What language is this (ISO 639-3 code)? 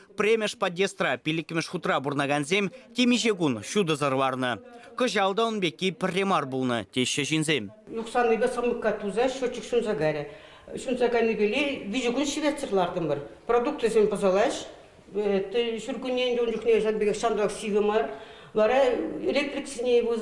chv